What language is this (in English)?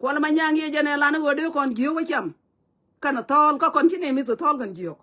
Nuer